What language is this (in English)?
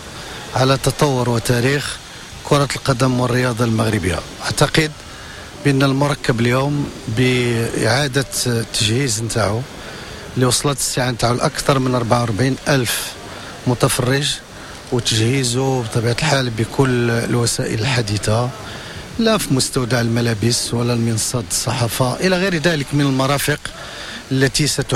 Moroccan Arabic